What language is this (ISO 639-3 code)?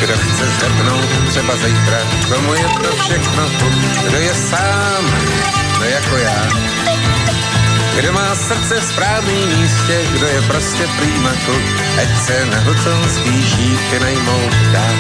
ces